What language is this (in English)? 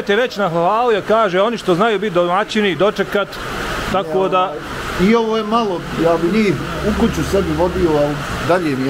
Bosnian